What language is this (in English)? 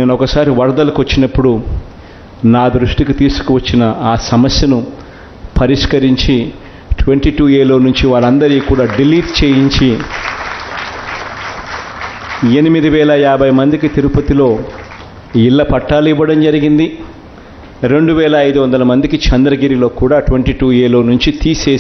Telugu